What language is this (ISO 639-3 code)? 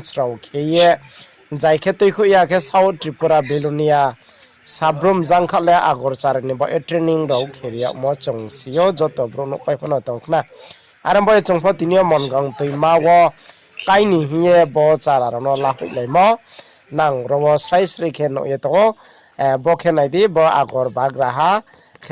ria